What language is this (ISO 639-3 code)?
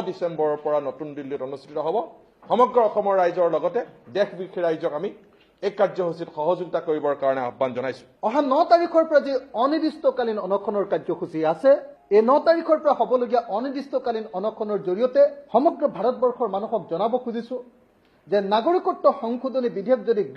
asm